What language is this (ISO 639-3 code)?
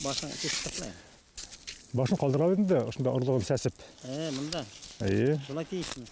bak